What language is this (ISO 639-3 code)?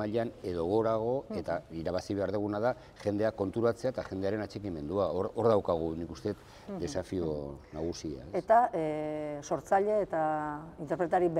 eus